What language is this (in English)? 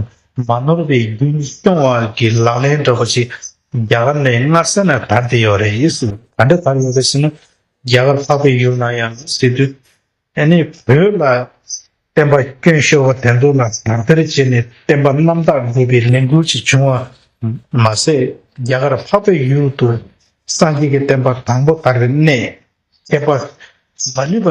Tibetan